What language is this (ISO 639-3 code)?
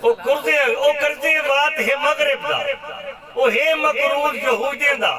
skr